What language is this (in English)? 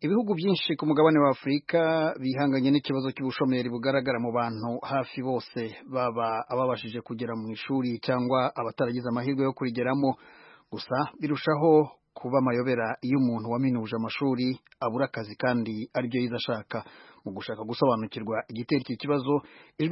Kinyarwanda